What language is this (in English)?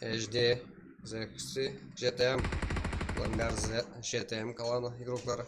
Kara-Kalpak